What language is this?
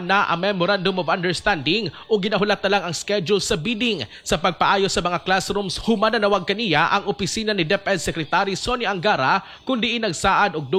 Cebuano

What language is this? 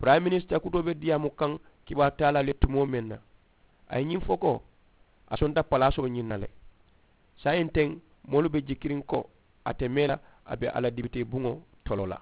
Mandingo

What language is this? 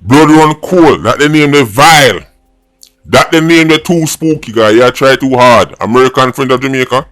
Jamaican Creole English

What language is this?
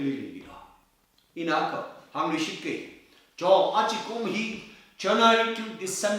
Tangkhul Naga (India)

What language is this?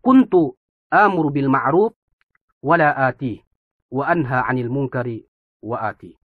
Yakan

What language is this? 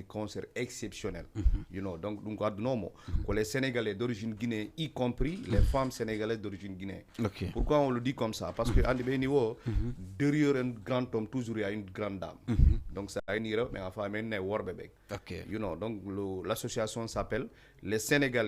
Fula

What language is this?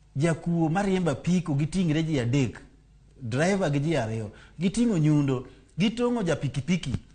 Luo (Kenya and Tanzania)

